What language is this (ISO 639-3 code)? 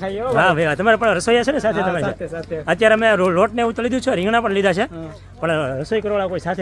guj